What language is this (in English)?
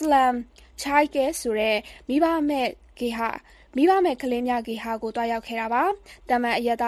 Burmese